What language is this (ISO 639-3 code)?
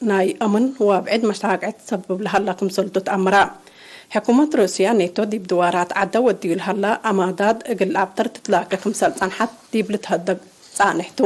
tig